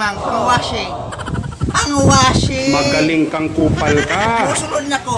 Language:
Cebuano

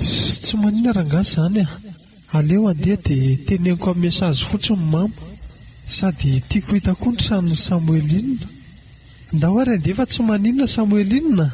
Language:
Malagasy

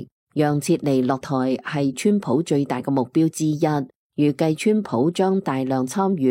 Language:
Cantonese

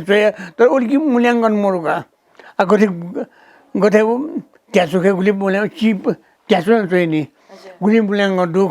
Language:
Newari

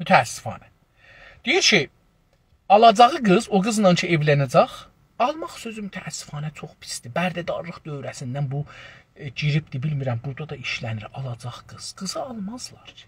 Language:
South Azerbaijani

